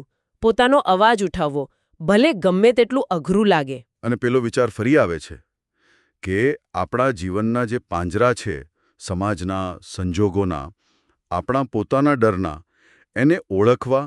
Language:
Gujarati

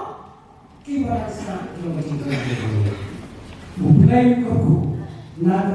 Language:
Khasi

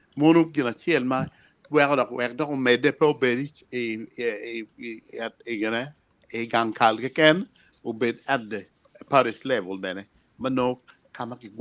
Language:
Acoli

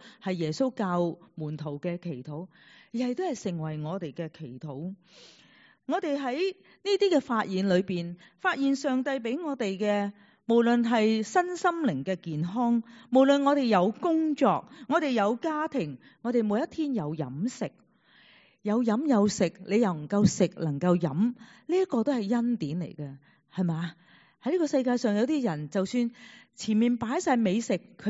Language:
Cantonese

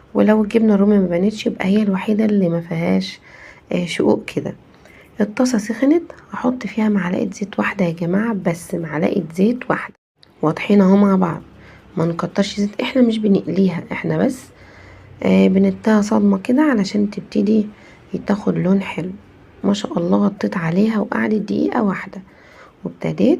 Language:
Egyptian Arabic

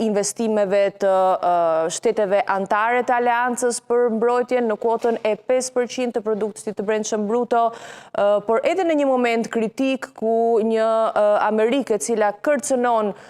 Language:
Albanian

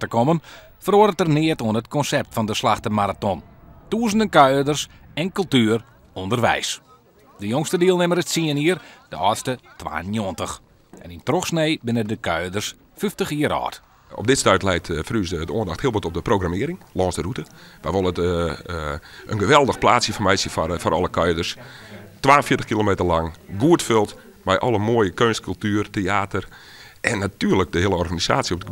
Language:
Western Frisian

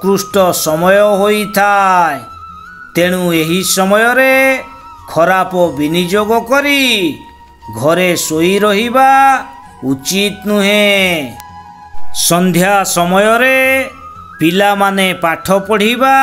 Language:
Odia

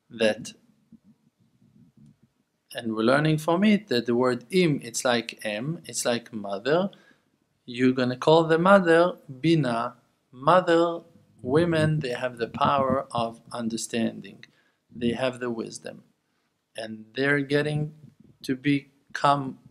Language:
English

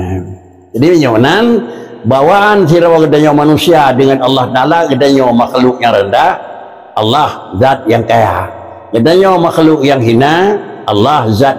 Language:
Achinese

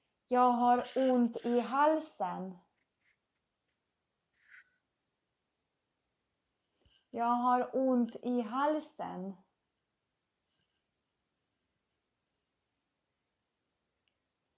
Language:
Swedish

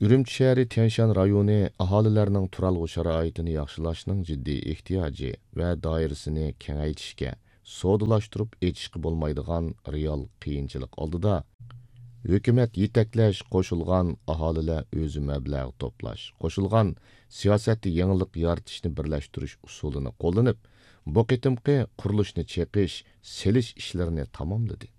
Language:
Uyghur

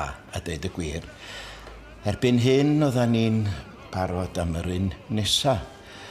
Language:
Welsh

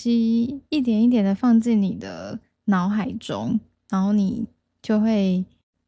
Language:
Chinese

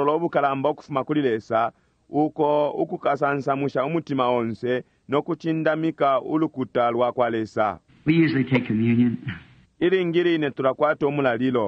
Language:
Bemba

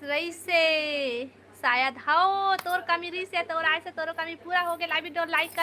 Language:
Chhattisgarhi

